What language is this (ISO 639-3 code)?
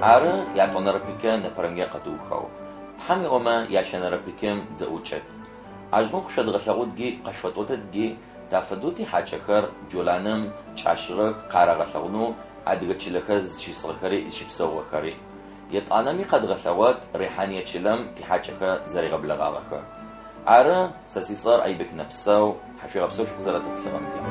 ady